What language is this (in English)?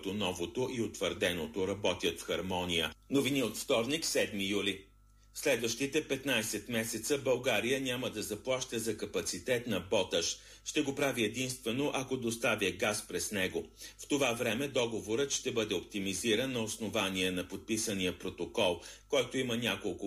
Bulgarian